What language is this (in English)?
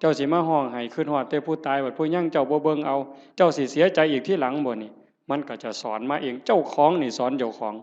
Northeastern Thai